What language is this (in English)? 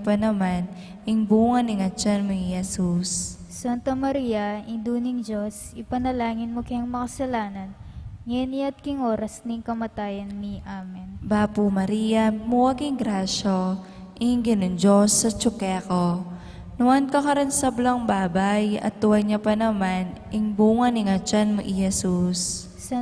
Pampanga